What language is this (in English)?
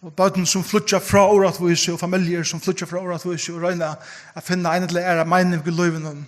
Faroese